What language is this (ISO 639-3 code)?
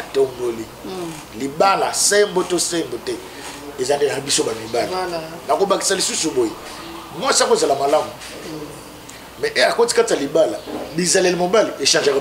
lin